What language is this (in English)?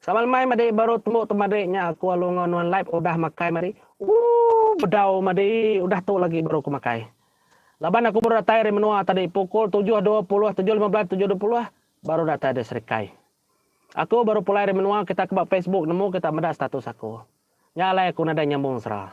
Iban